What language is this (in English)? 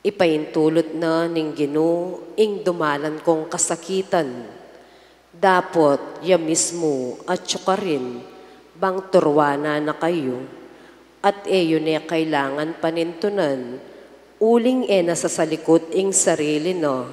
Pampanga